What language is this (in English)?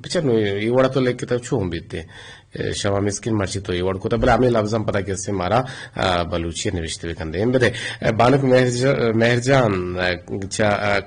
Eastern Balochi